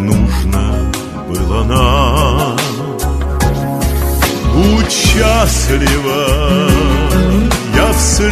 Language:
Russian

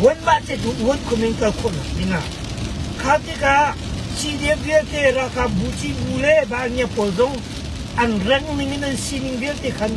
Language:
Hakha Chin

